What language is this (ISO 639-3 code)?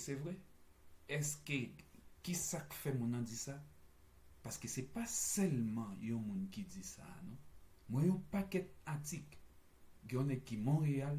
hat